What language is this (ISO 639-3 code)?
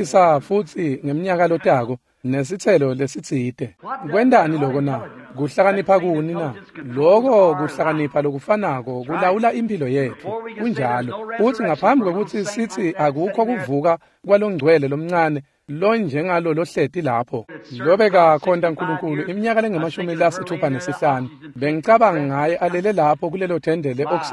ssw